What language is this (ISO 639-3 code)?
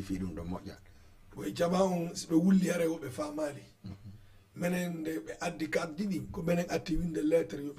ful